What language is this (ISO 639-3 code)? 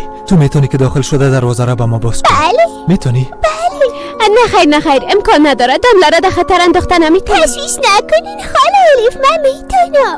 fas